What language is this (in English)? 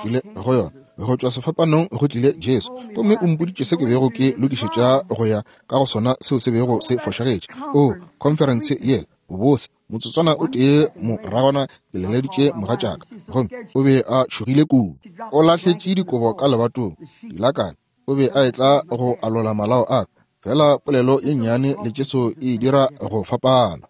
Northern Sotho